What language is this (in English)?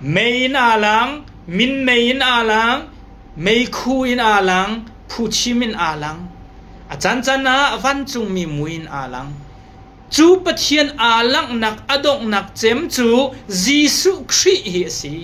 Hakha Chin